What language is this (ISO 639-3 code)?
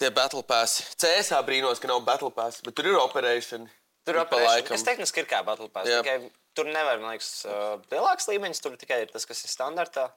lav